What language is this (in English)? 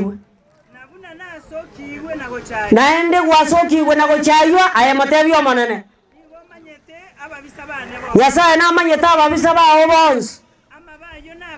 Gusii